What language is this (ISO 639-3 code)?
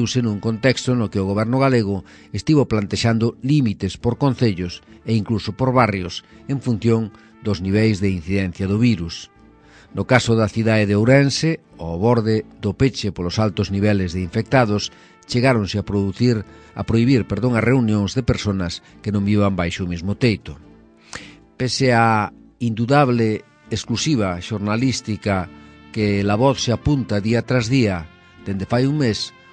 glg